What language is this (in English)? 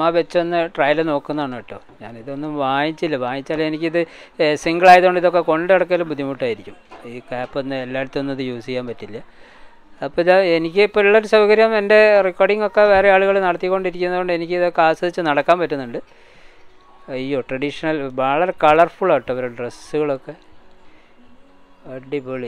Malayalam